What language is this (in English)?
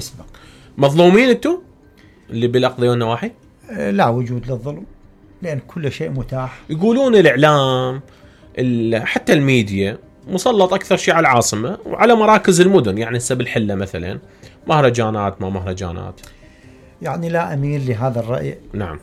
Mesopotamian Arabic